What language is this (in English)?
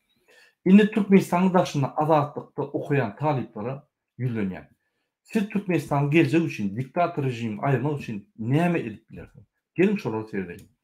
Turkmen